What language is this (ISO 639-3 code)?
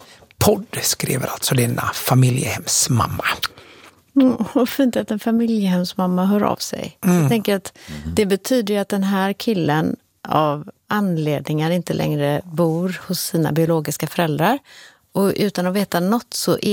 swe